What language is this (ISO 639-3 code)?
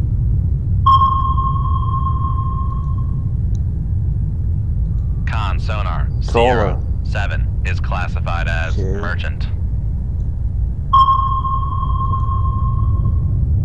eng